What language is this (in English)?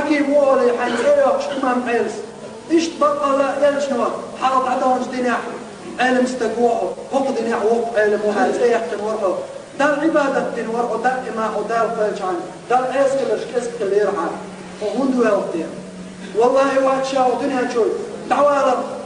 Chechen